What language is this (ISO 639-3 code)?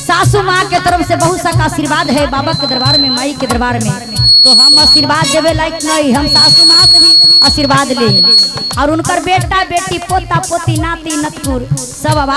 mag